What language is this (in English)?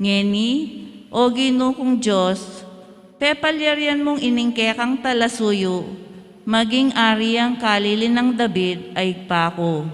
Pampanga